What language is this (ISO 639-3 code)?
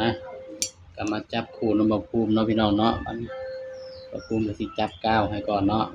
tts